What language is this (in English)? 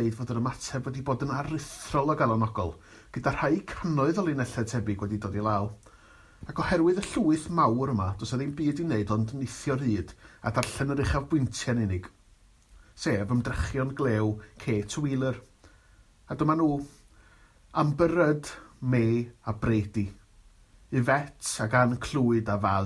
Welsh